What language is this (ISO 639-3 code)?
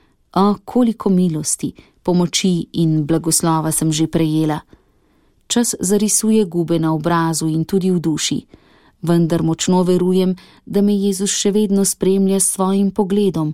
slv